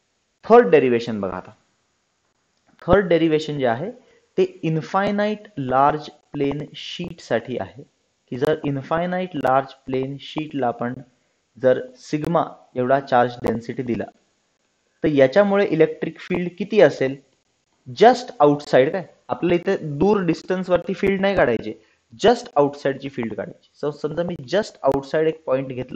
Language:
Marathi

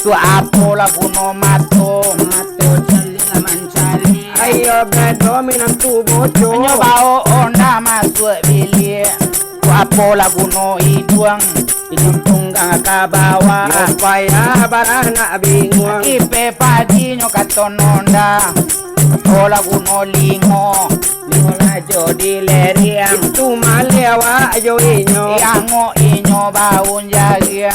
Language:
Minangkabau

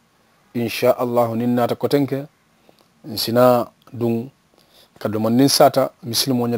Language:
Mandingo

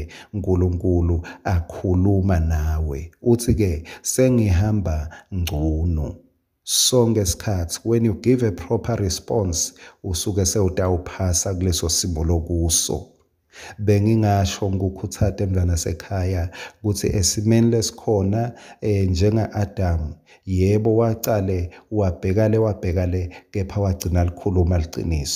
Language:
Swati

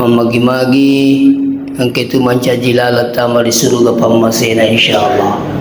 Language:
Buginese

